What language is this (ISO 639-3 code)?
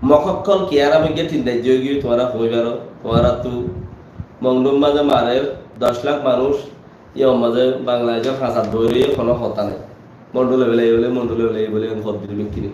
rhg